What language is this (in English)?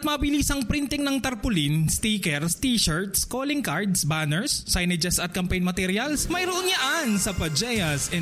Filipino